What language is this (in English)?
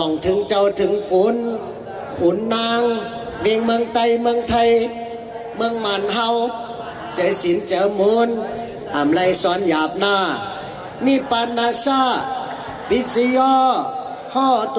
Shan